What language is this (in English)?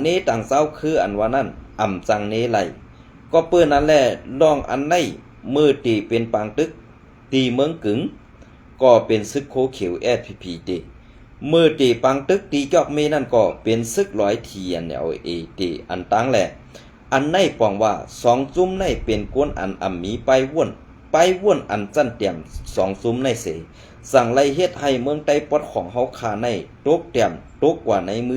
Shan